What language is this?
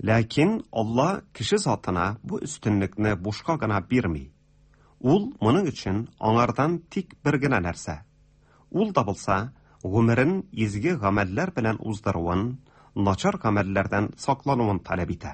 Tatar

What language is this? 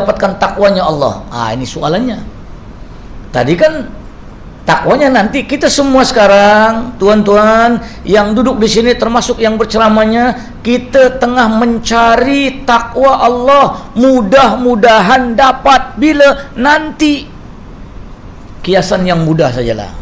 Malay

